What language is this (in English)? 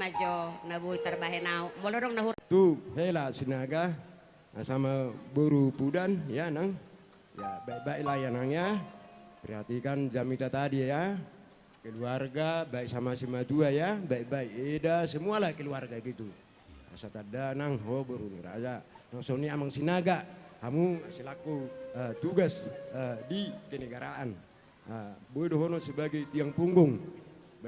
Batak Toba